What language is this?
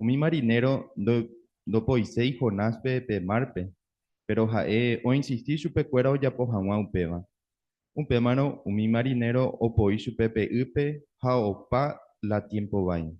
Guarani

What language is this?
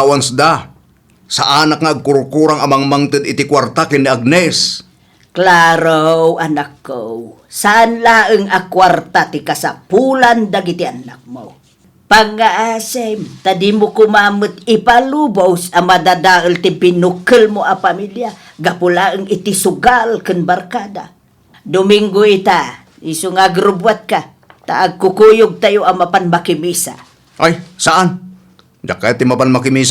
Iloko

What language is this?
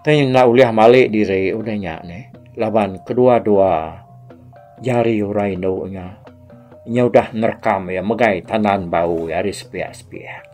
Iban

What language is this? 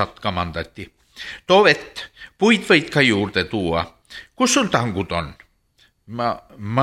Estonian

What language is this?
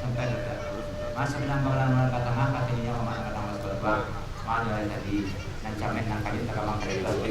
Minangkabau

